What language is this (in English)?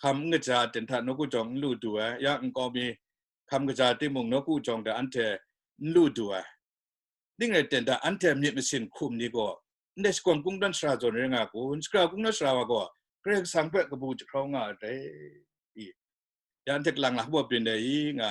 Kachin